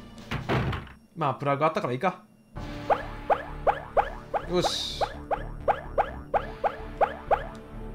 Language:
Japanese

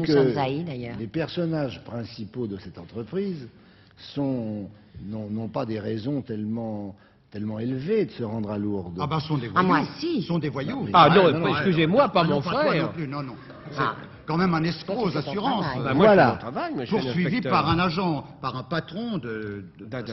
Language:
French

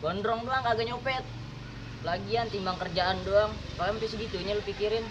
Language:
Betawi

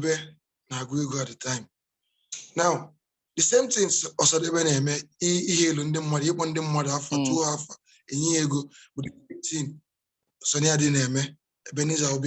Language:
Igbo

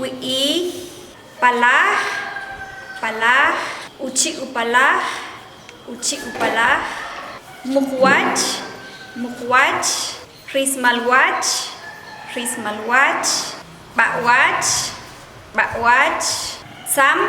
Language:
Achi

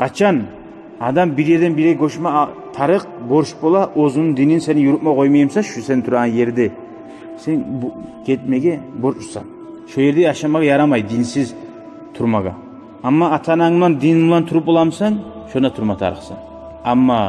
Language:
Kumyk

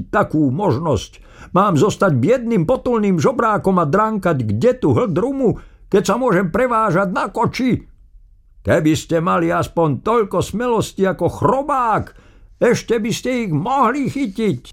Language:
Slovak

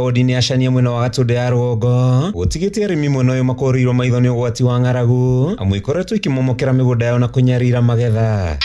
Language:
Kikuyu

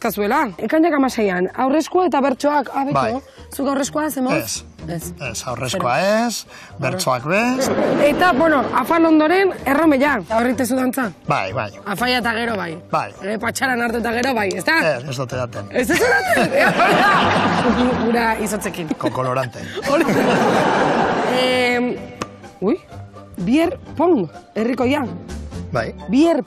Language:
Basque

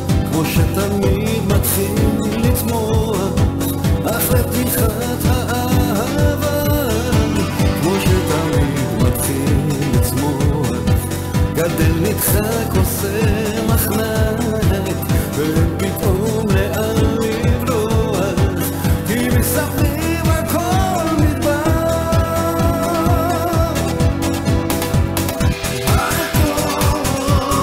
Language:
Hebrew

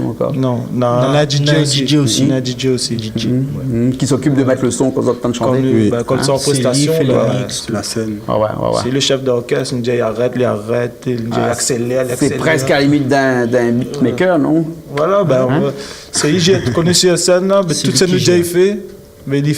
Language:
Réunion Creole French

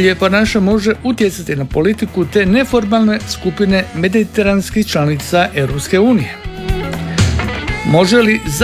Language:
Croatian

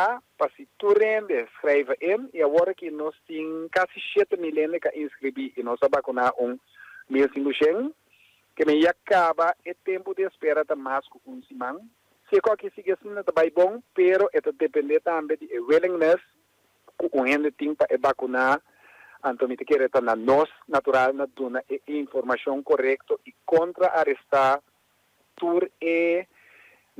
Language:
Papiamento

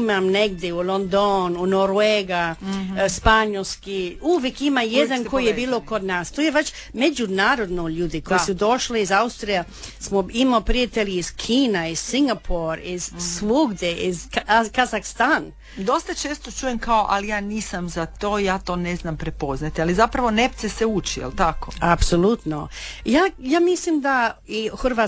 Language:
Croatian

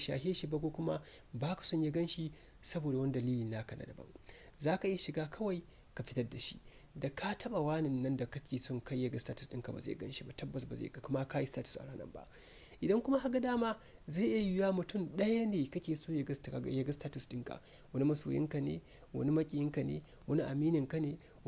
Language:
Hausa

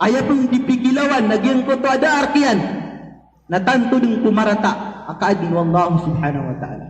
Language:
Maranao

